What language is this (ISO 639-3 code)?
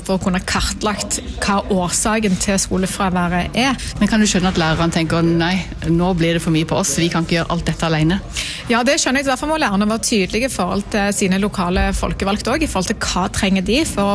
nor